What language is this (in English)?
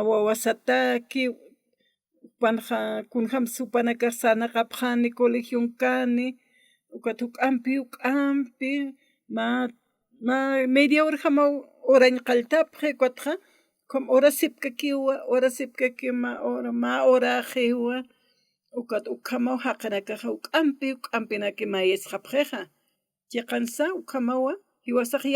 Aymara